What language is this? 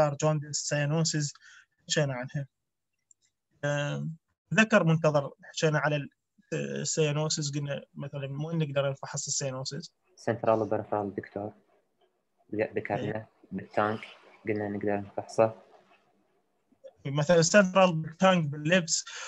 Mesopotamian Arabic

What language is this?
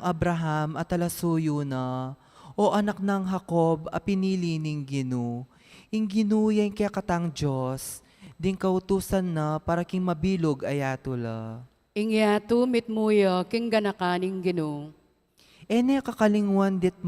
Pampanga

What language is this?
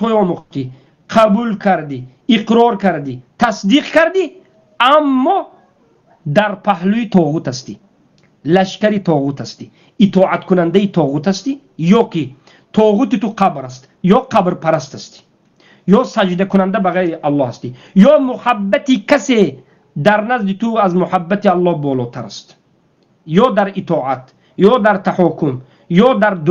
Tajik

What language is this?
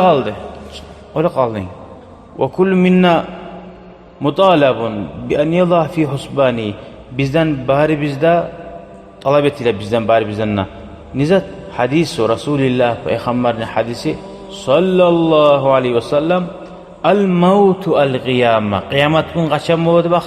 Kumyk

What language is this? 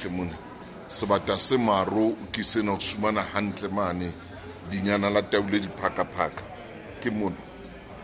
Southern Sotho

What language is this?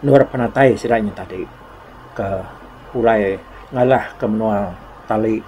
Iban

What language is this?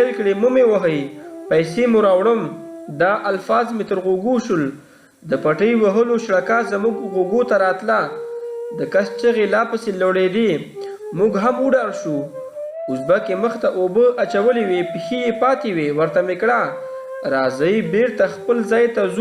Pashto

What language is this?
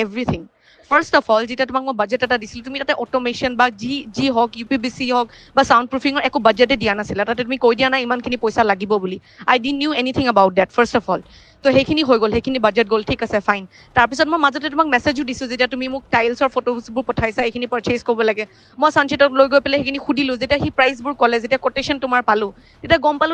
Assamese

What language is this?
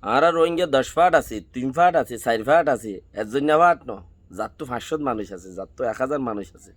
Rohingya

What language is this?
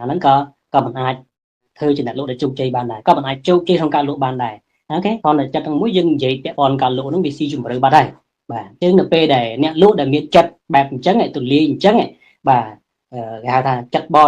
Khmer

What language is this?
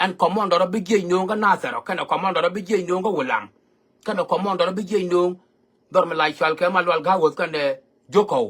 Nuer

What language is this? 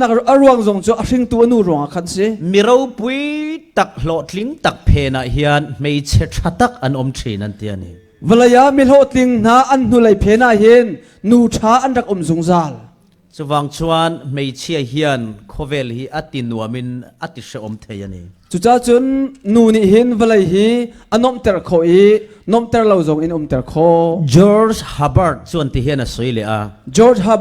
Falam Chin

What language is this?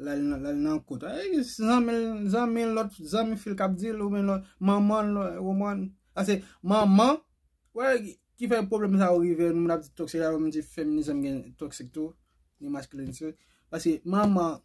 Haitian Creole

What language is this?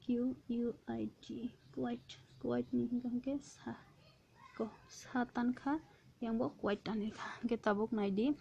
Kok Borok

